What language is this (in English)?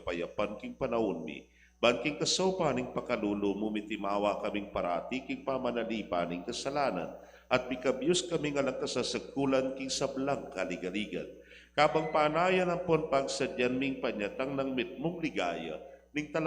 Pampanga